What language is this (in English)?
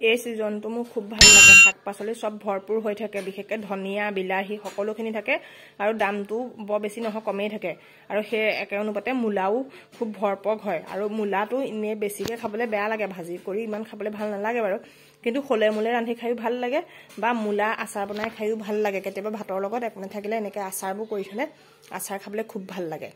Assamese